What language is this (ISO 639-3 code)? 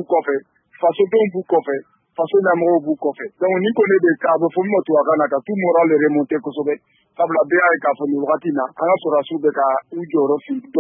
bam